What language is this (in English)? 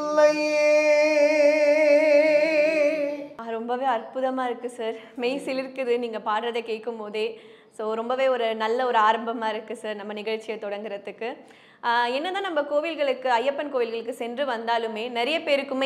Tamil